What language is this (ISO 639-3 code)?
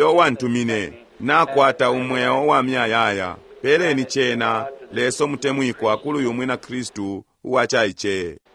bem